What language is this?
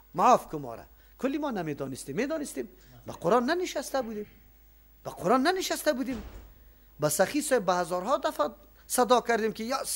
Persian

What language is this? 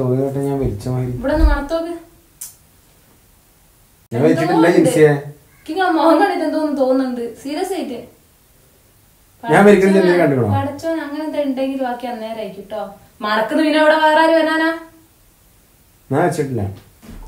Malayalam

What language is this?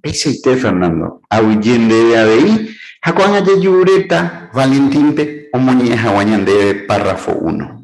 Guarani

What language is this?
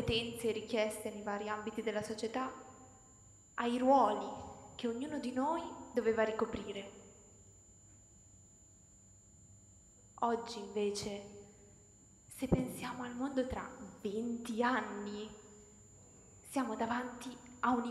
Italian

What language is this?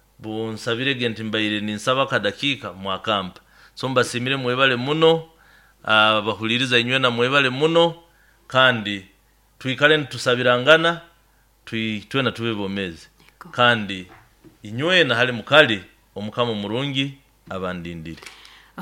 Nyoro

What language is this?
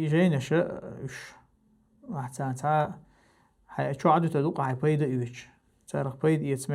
Chechen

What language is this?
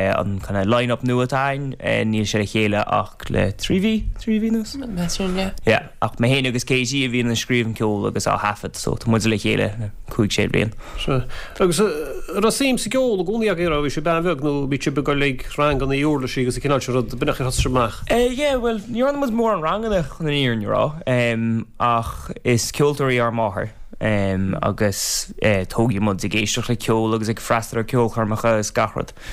Irish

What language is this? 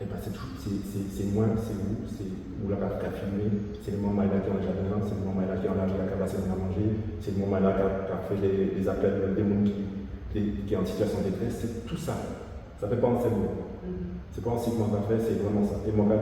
Guadeloupean Creole French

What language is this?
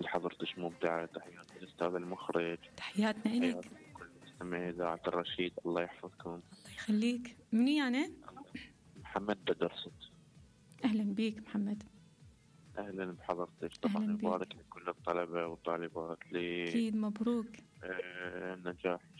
Mesopotamian Arabic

